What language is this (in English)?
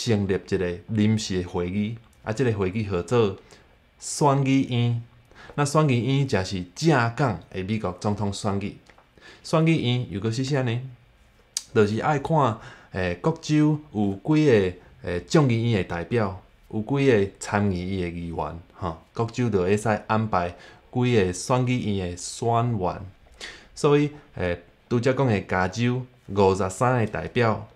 Min Nan Chinese